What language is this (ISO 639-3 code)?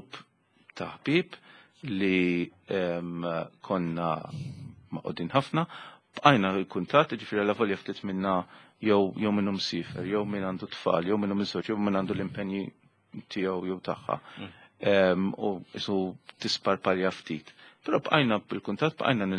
mlt